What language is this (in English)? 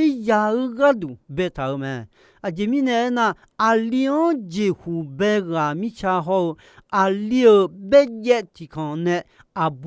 Akha